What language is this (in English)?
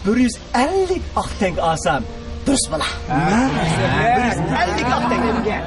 Uyghur